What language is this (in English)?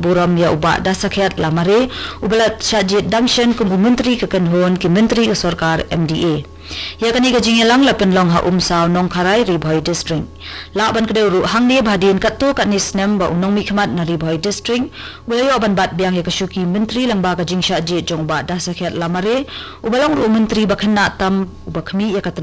Khasi